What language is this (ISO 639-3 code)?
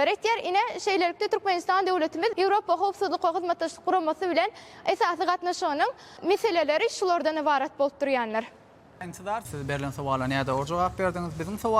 tuk